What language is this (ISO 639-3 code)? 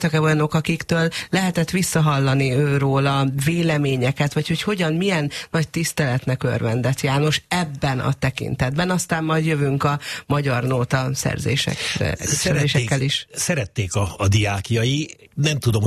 hun